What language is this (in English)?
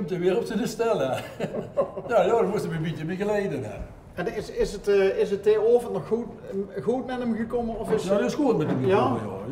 Limburgish